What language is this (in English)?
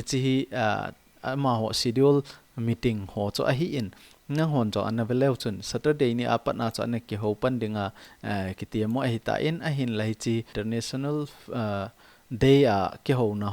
Thado Chin